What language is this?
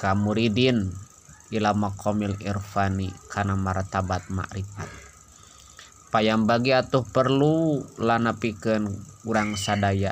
Sundanese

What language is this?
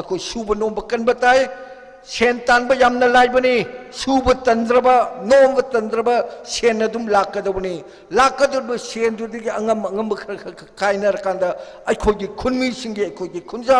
Manipuri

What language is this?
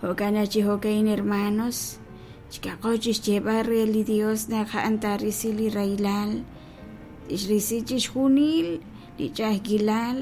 Kekchí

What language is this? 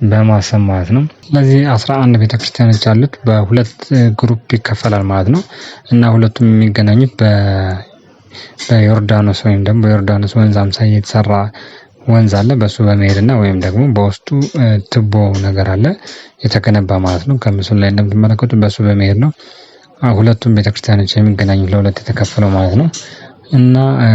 Amharic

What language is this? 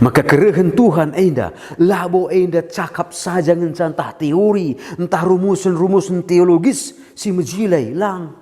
Batak Karo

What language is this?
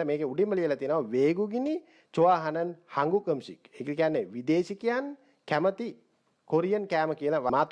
Sinhala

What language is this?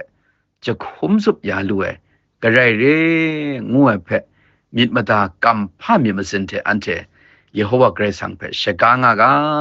Kachin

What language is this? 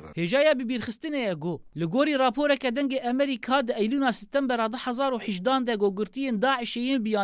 Kurdish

